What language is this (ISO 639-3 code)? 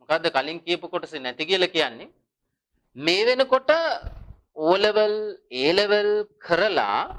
sin